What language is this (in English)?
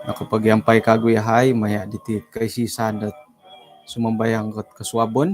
Central Dusun